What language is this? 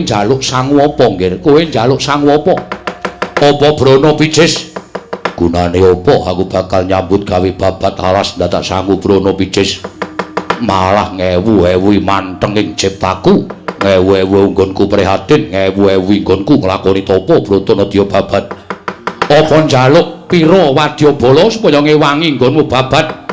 Javanese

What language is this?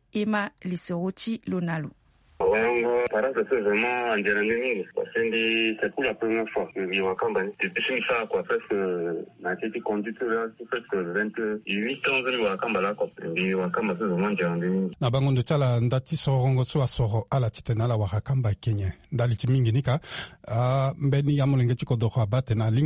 Sango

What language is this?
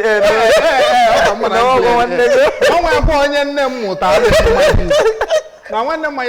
Igbo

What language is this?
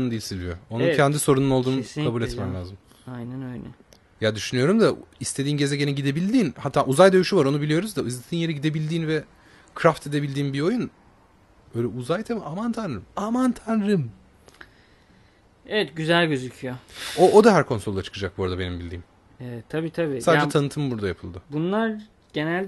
Turkish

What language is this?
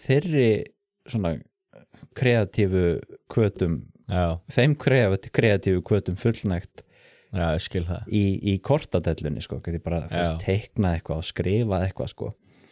Icelandic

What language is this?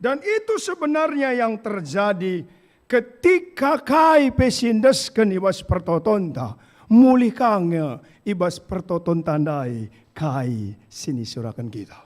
Batak Karo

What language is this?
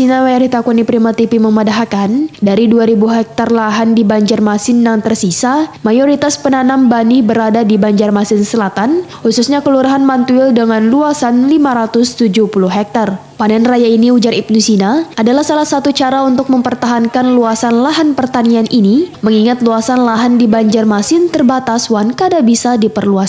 Banjar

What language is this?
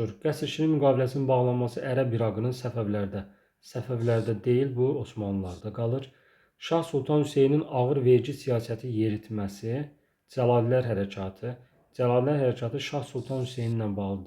Azerbaijani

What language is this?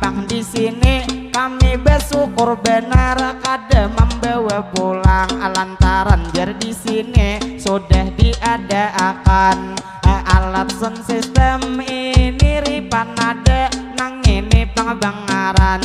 Banjar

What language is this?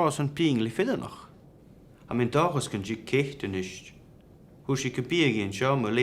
Scottish Gaelic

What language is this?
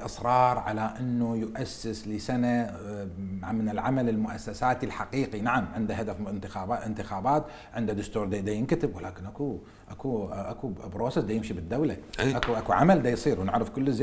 Mesopotamian Arabic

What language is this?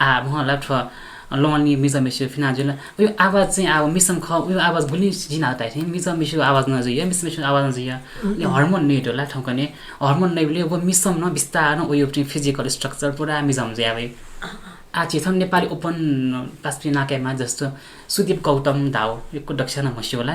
Newari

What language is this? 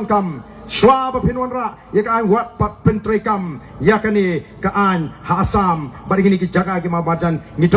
Khasi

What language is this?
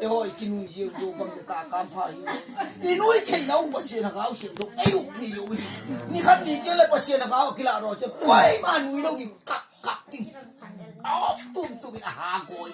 Tedim Chin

